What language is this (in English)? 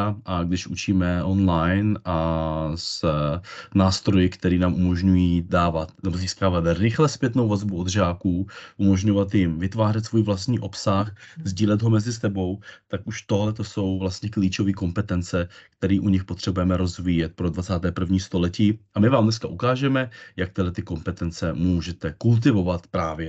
Czech